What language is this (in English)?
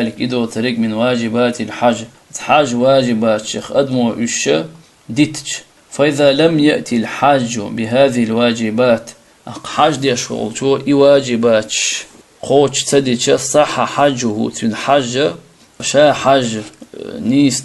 Chechen